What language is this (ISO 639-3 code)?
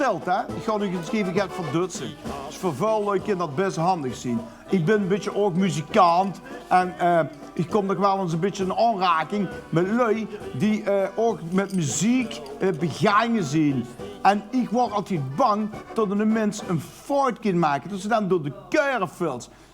lim